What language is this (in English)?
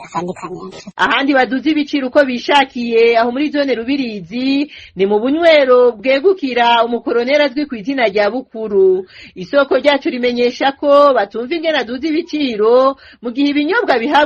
Rundi